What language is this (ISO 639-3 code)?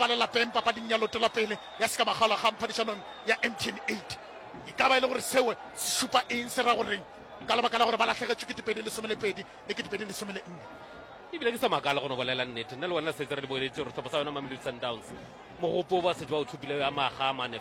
nso